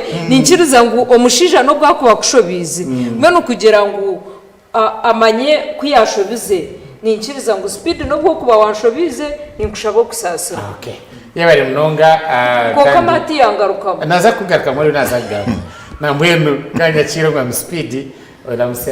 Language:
Nyankole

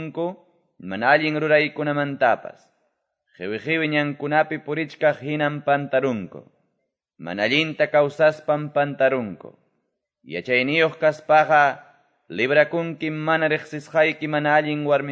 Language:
Quechua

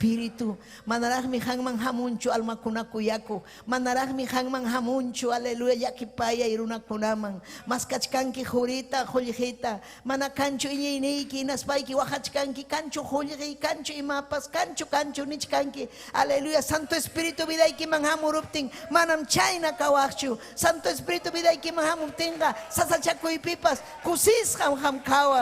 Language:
Ayacucho Quechua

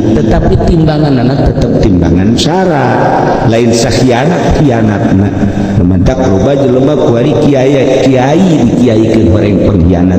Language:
Sundanese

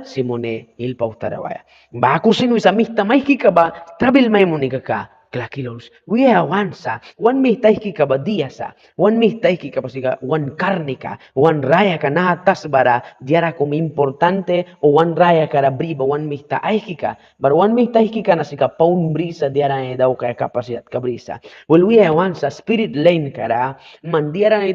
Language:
Mískito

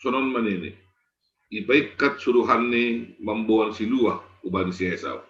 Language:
Batak Simalungun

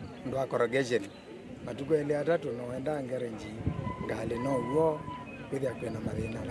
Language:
Kamba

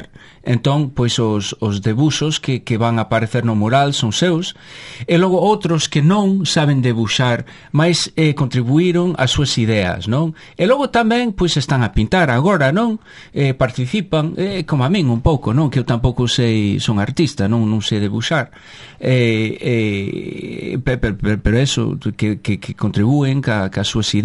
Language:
Galician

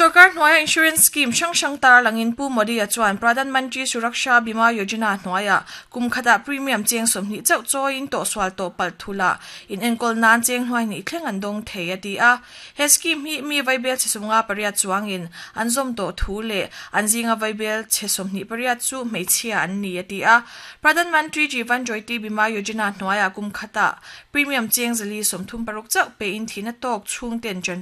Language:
Mizo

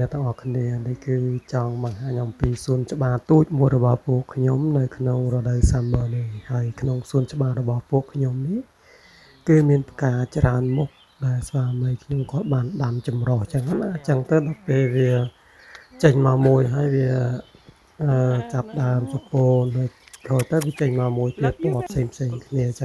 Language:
Khmer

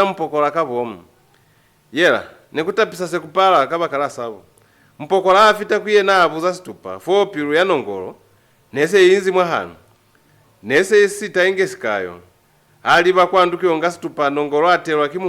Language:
Lozi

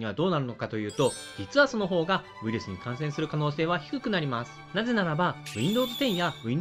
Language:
Japanese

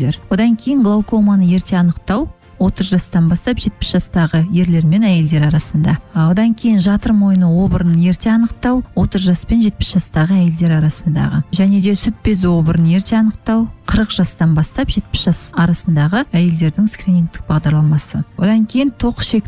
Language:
Kazakh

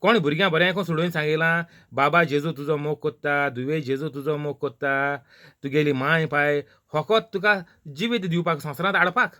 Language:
Konkani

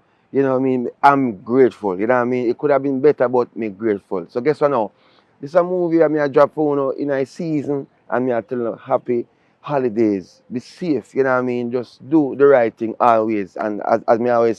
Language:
Jamaican Creole English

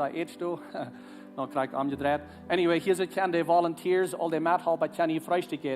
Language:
Plautdietsch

